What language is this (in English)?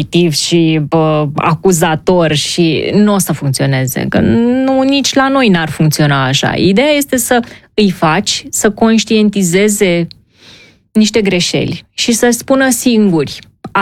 Romanian